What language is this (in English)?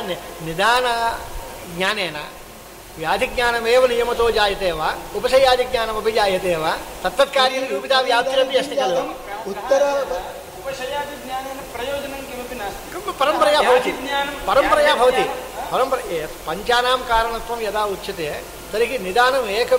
Sanskrit